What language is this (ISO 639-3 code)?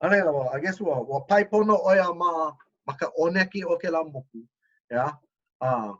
haw